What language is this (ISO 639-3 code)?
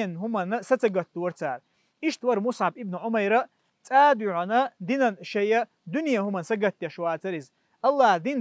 che